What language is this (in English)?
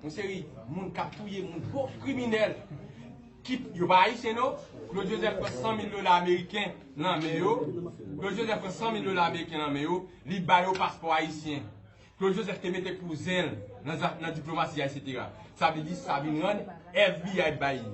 Haitian Creole